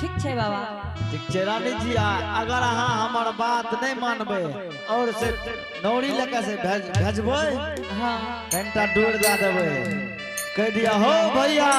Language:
Angika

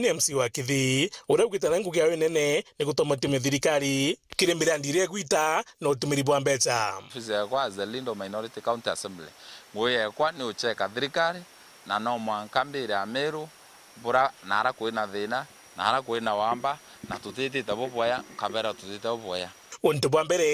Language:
Meru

